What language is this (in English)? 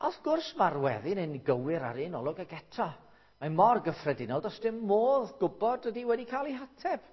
Welsh